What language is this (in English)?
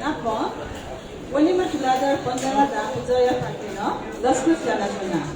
Newari